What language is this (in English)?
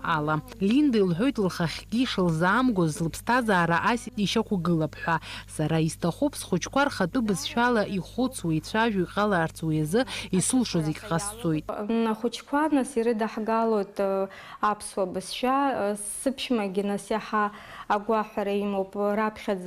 Abkhazian